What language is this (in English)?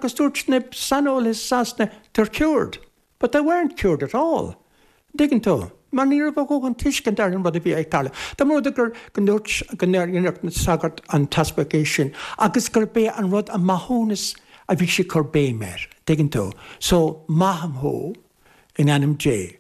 Irish